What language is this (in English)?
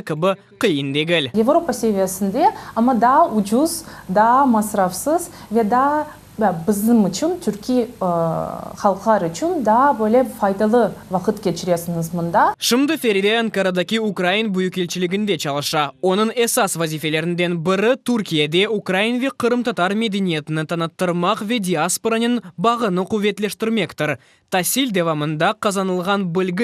Crimean Tatar